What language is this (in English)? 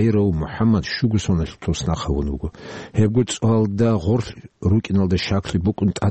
Avaric